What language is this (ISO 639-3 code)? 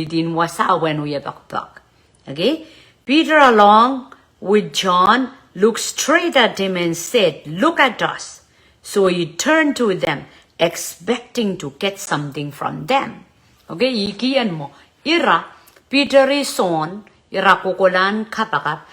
pon